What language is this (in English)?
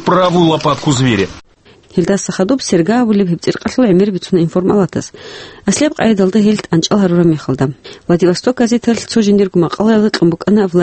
Avaric